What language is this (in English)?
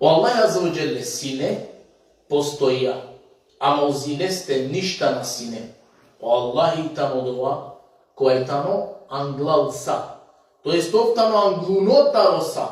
Balkan Romani